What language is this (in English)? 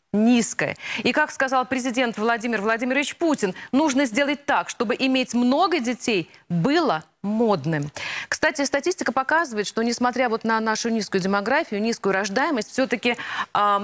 Russian